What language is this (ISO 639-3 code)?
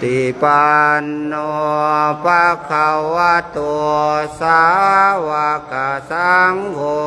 pli